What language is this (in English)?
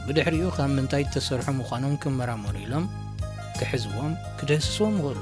Tigrinya